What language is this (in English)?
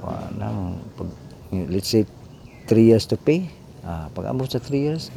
Cebuano